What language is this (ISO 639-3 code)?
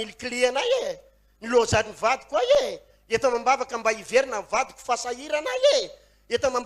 mlg